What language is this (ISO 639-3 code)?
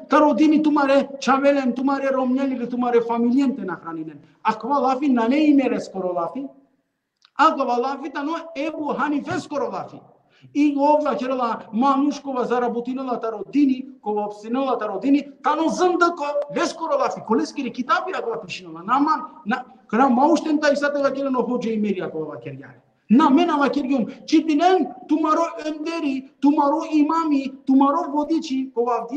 rmn